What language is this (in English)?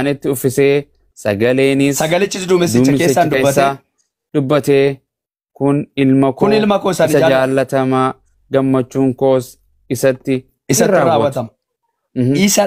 Oromo